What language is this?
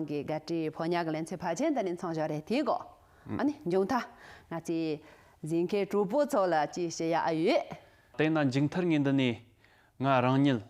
Tibetan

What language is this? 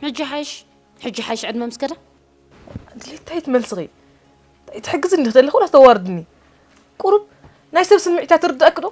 Tigrinya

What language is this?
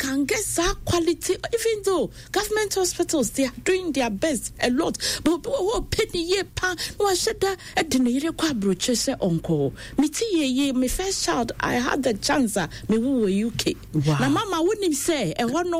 Akan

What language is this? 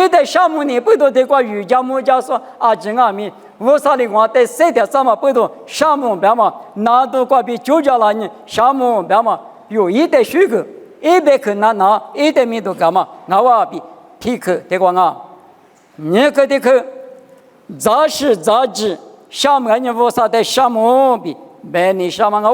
Lisu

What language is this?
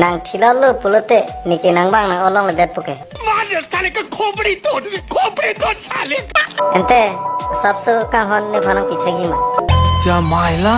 Karbi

